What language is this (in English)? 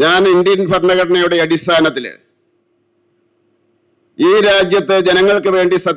Malayalam